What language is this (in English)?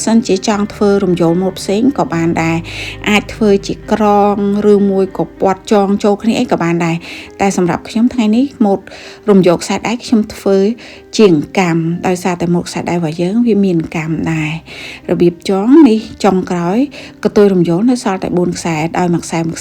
Khmer